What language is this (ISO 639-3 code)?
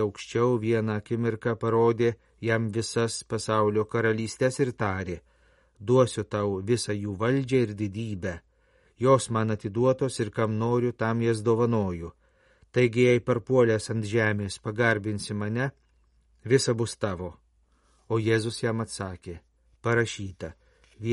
lit